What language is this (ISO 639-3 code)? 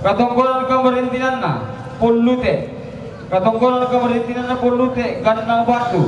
sda